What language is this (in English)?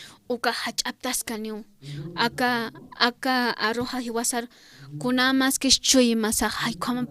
Aymara